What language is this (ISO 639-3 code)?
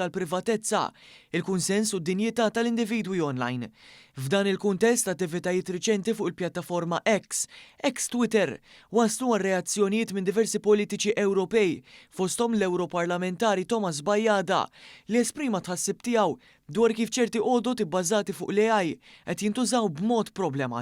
mlt